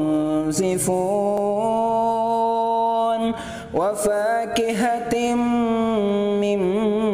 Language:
Arabic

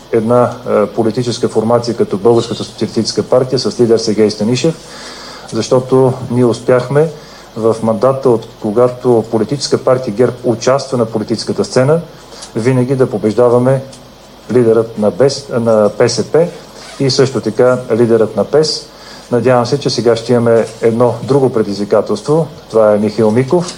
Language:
Bulgarian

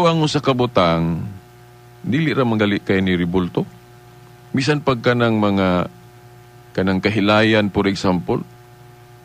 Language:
Cebuano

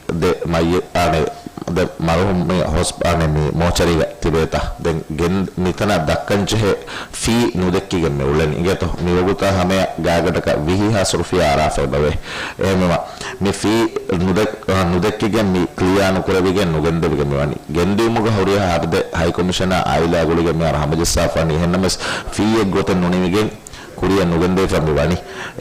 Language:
Divehi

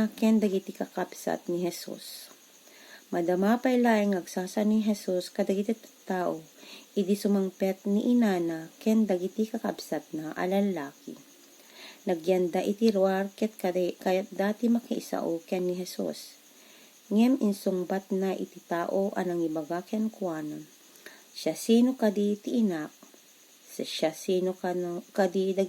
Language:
Iloko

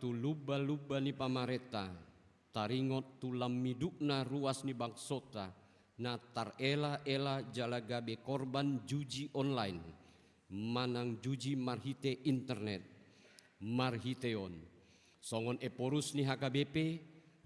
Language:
Batak Toba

